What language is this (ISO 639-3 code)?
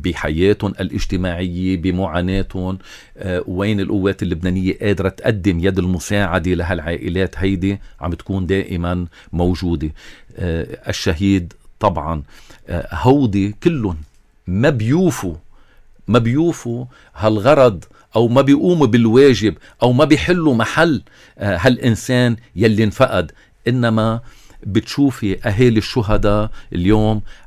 apc